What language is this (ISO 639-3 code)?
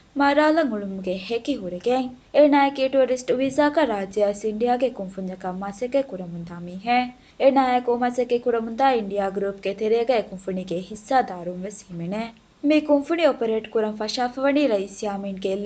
div